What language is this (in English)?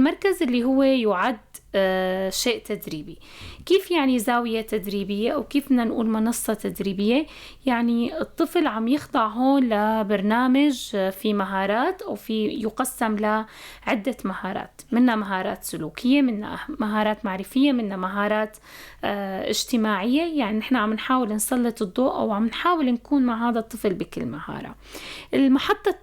North Levantine Arabic